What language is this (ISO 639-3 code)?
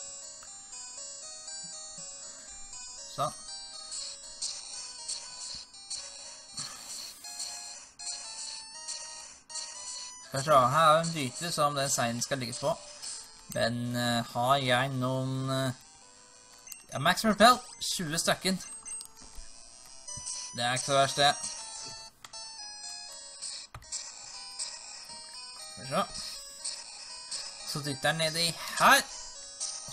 nor